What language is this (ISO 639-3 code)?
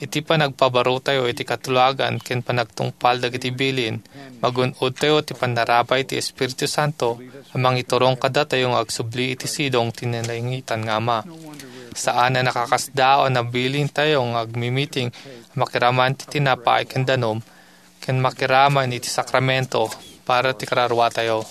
ilo